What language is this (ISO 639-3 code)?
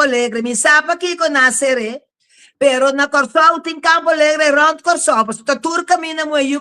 pap